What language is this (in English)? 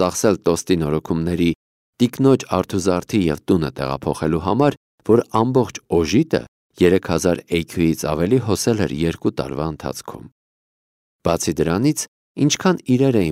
Armenian